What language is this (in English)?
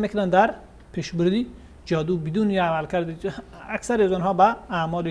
Persian